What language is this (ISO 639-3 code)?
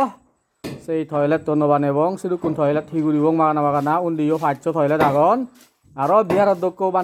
ccp